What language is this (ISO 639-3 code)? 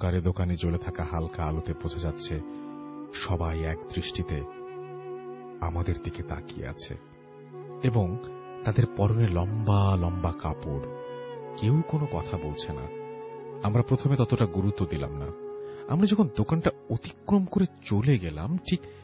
ben